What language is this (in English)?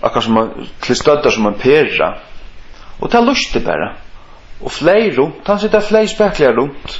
Faroese